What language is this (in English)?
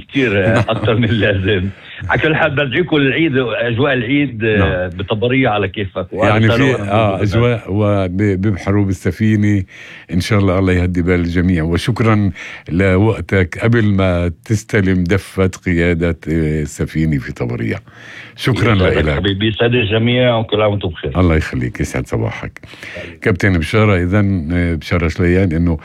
North Levantine Arabic